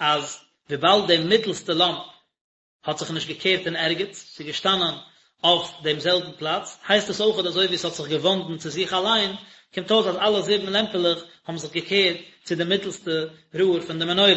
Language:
Yiddish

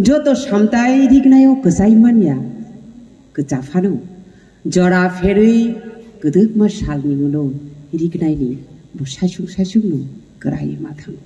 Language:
Kok Borok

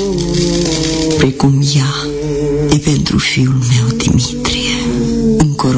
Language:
Romanian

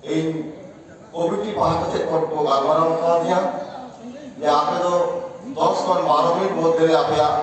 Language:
Santali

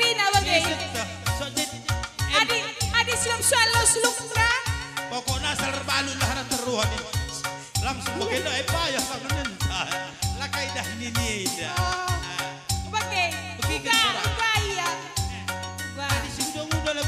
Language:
Batak Karo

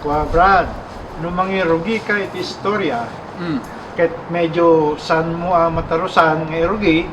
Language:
Iloko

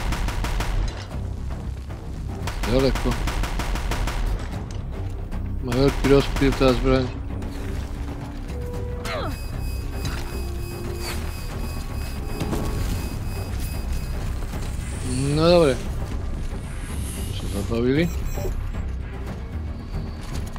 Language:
Slovak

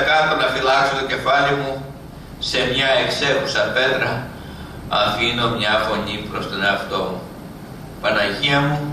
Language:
Greek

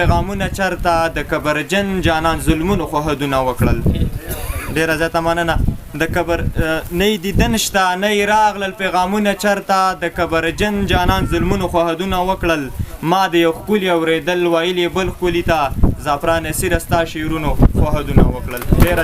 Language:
Pashto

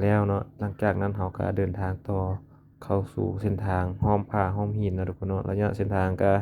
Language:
Lao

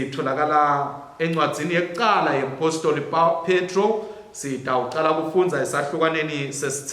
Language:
Swati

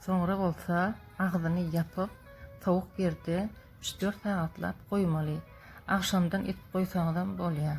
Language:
Turkmen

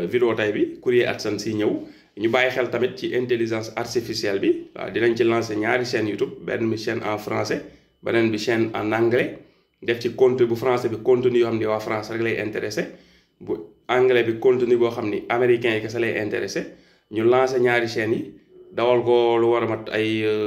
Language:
Wolof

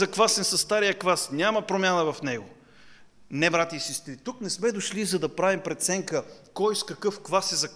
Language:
Bulgarian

